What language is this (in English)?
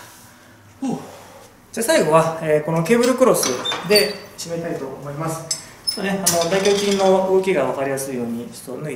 Japanese